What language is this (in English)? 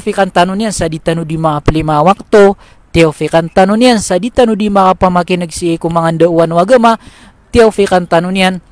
Maranao